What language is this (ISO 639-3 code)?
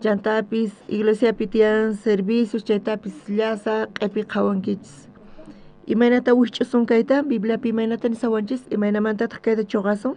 quh